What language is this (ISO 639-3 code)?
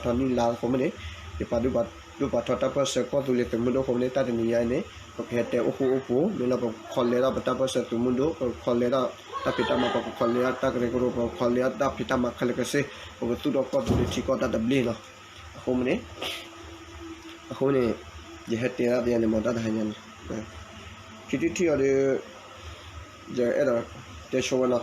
ksw